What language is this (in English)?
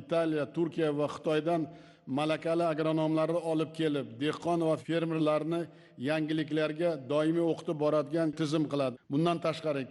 Uzbek